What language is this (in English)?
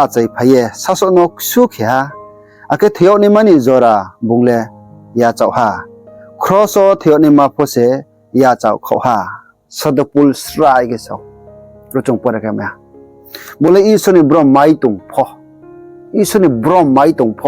Riang (India)